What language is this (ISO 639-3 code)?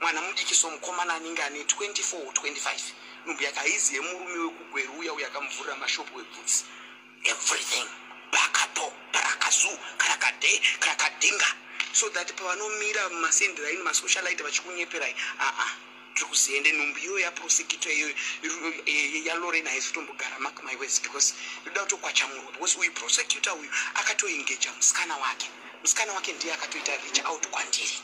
sna